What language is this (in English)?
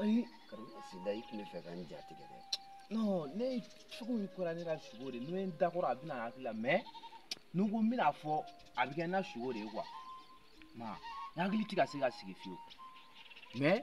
Bambara